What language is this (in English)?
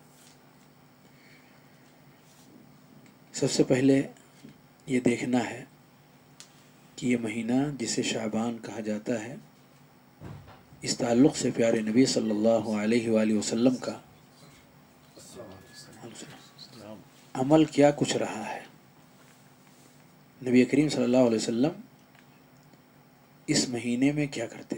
Urdu